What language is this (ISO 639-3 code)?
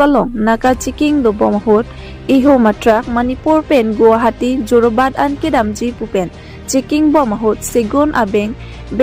mjw